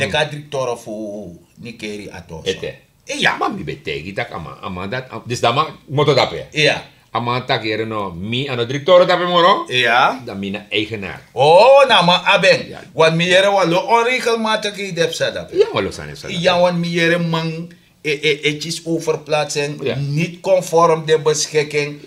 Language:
Sranan Tongo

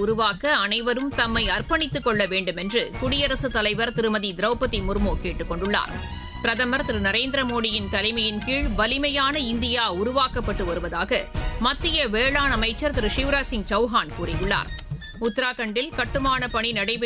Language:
Tamil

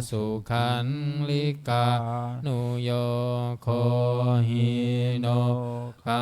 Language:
Pali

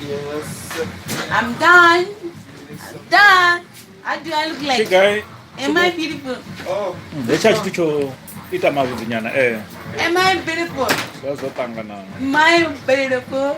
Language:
Venda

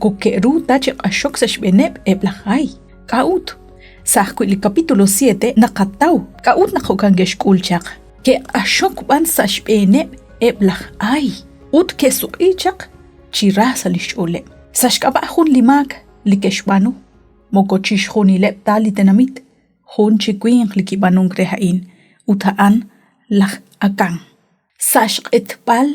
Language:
Kekchí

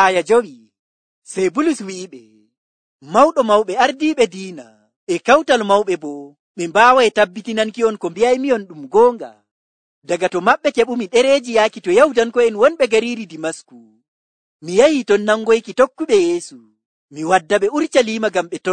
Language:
Nigerian Fulfulde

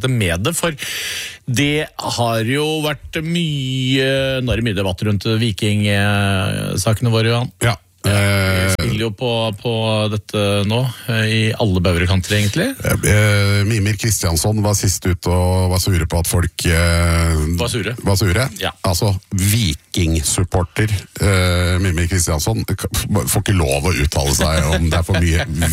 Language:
Norwegian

